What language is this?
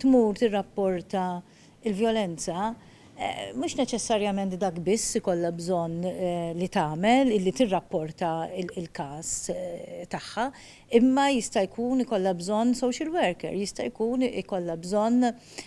Maltese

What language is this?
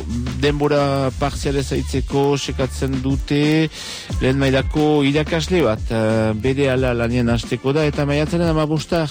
Basque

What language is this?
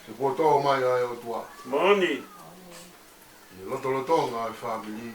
Tongan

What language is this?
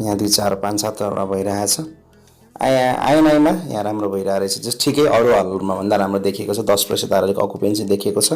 Nepali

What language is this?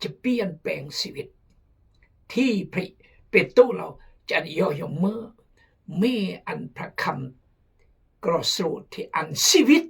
Khmu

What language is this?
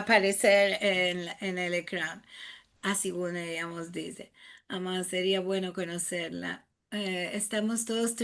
Ladino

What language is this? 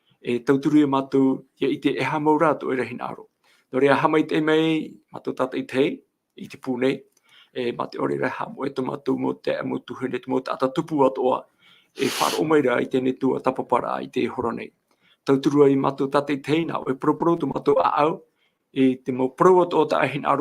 Tahitian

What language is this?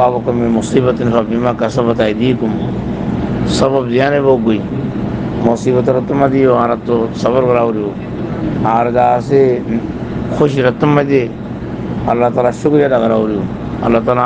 Rohingya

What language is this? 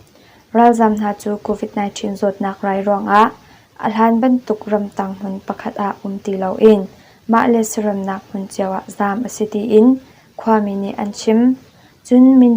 Hakha Chin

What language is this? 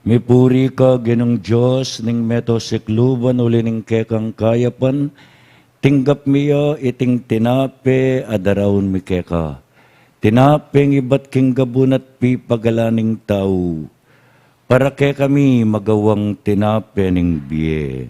Pampanga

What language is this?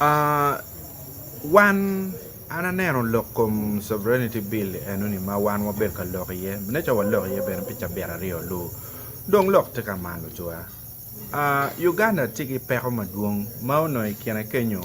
Acoli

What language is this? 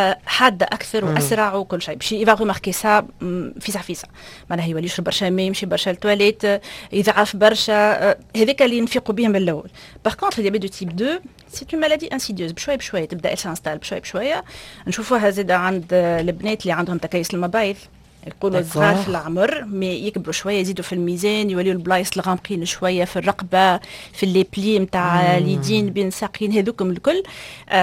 Tunisian Arabic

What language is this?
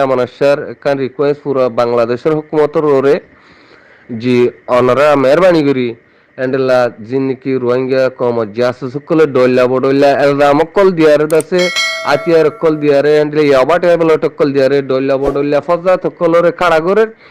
Rohingya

